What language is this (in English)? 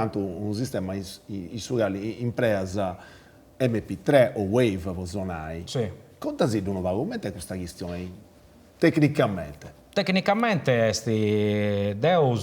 Sardinian